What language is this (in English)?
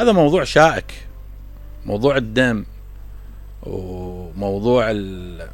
Mesopotamian Arabic